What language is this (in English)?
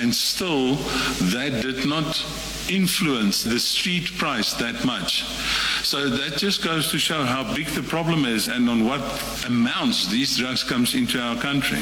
Northern Sotho